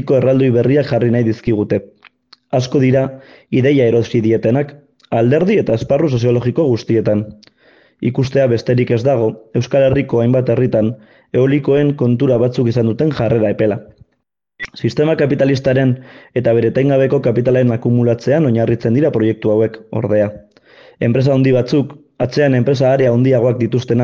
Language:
Basque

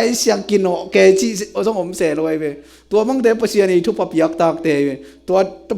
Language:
Tedim Chin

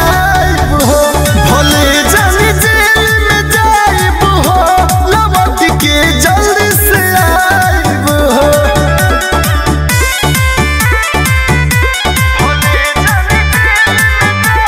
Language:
Bhojpuri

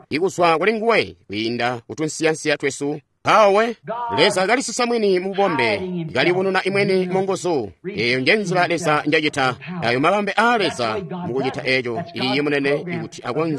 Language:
Tonga (Zambia)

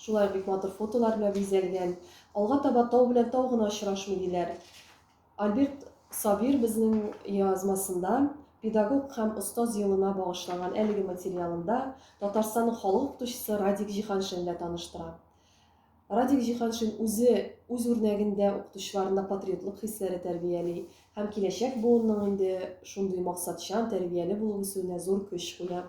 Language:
Tatar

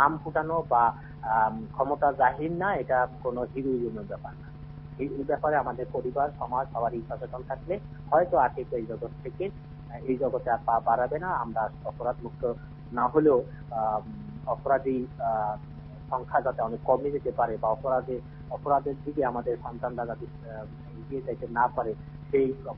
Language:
Bangla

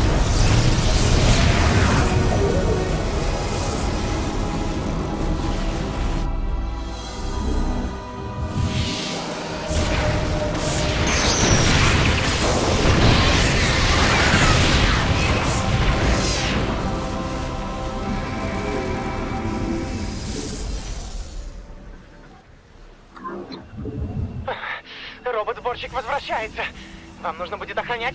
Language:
Russian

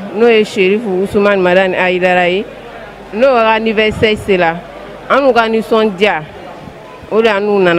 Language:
Bambara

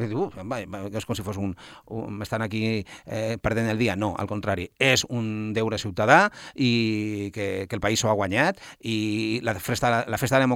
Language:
Catalan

